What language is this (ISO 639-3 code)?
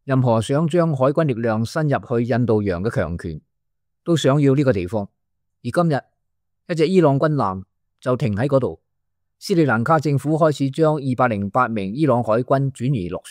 yue